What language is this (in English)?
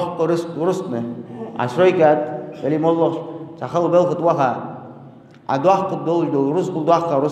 Ingush